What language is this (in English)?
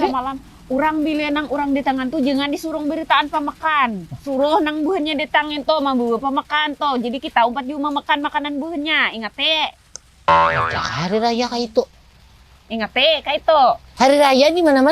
Banjar